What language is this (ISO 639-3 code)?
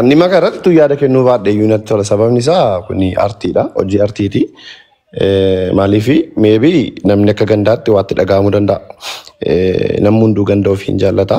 orm